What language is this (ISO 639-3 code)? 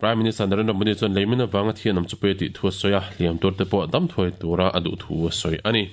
lus